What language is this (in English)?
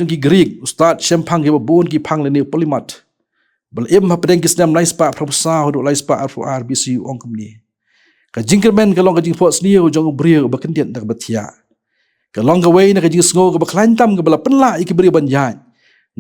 Khasi